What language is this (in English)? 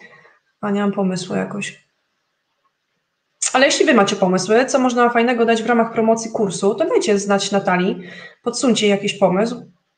Polish